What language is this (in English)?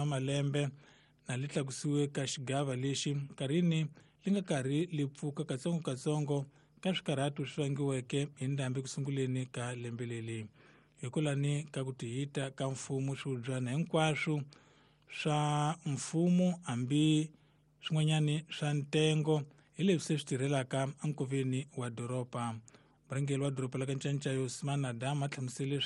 Tsonga